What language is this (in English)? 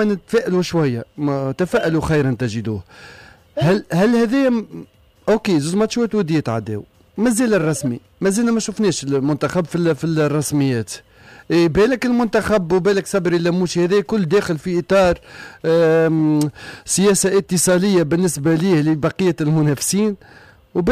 Tunisian Arabic